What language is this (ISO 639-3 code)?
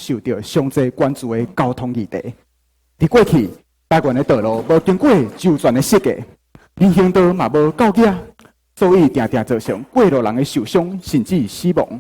nan